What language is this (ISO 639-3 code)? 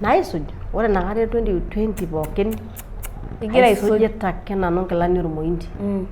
mas